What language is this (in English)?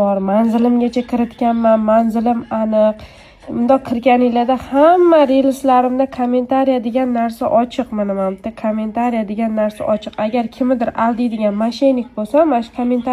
Uzbek